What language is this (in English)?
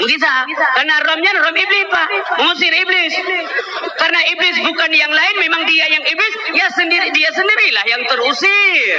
Achinese